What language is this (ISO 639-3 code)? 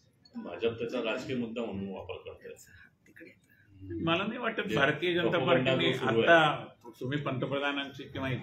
mar